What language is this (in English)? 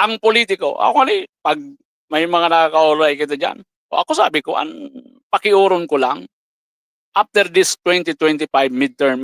Bikol